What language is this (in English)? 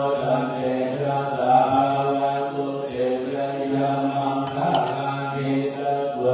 Pali